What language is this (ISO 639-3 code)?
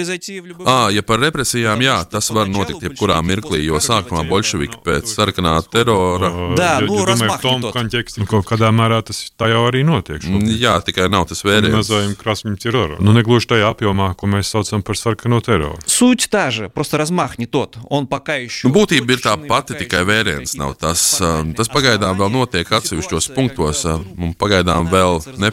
lav